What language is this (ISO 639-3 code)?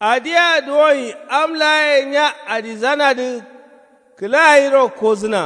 kau